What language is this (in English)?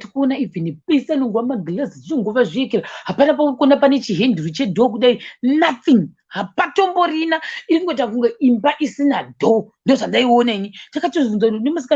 Shona